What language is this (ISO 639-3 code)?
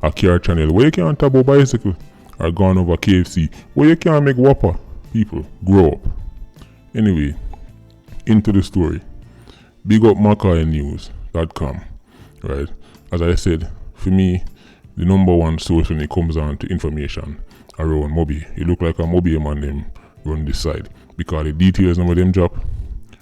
jam